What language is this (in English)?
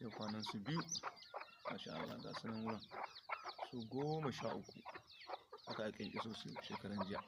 Hausa